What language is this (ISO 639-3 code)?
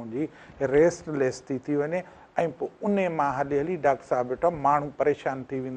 snd